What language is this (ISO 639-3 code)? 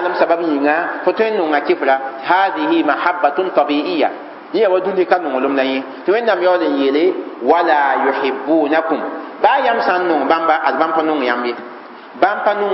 mos